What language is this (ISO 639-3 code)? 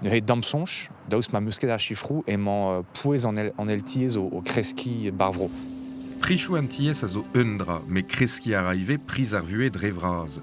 bre